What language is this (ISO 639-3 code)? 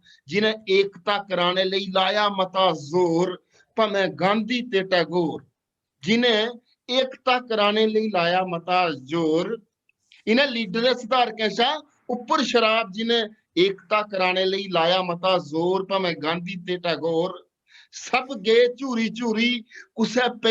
doi